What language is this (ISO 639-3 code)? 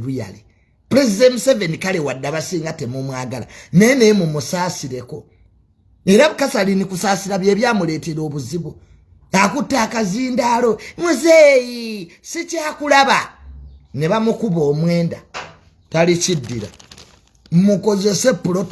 lug